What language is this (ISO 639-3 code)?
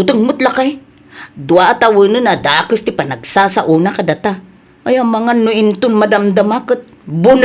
ilo